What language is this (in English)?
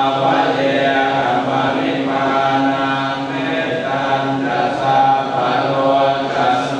Pali